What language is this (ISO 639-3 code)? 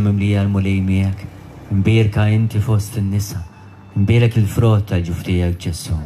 mlt